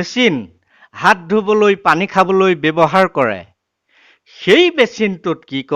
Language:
Assamese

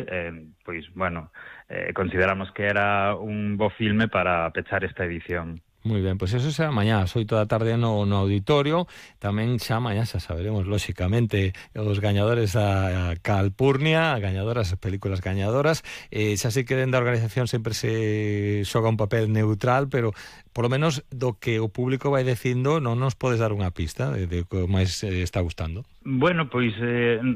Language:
Galician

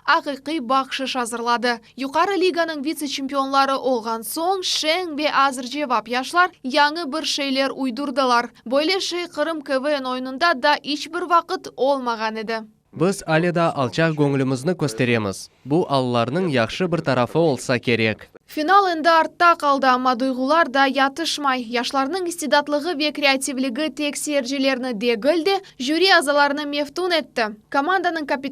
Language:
Crimean Tatar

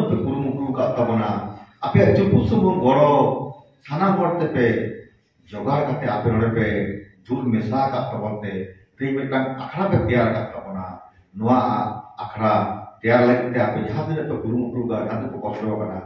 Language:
Santali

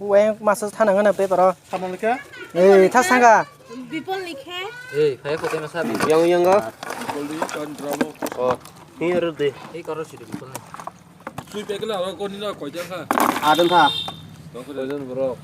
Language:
Kok Borok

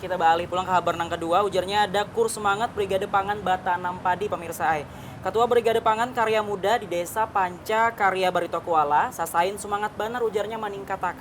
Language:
Banjar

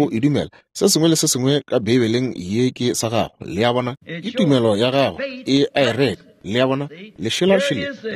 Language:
Northern Sotho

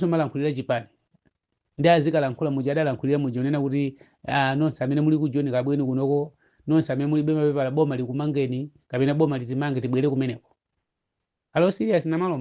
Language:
Nyanja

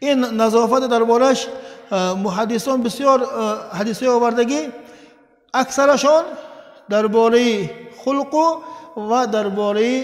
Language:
Tajik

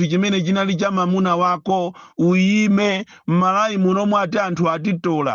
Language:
Nyanja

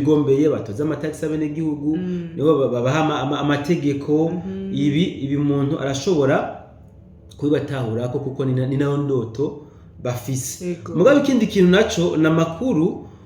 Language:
Rundi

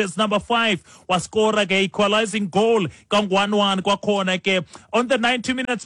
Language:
Xhosa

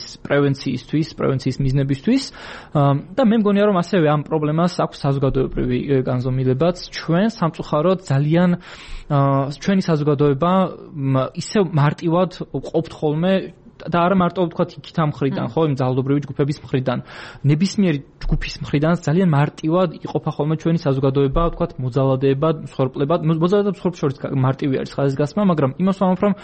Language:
Georgian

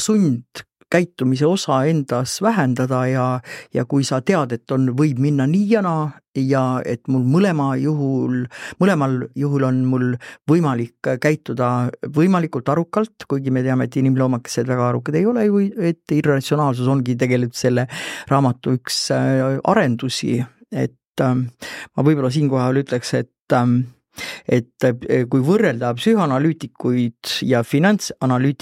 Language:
Estonian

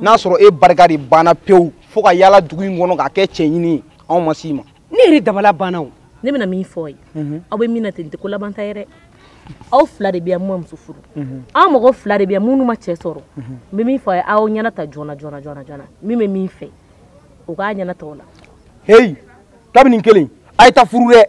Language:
Bambara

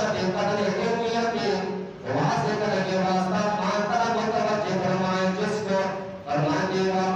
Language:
Eastern Balochi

